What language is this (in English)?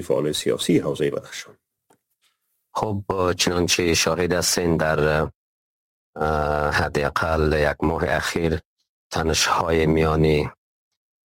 Persian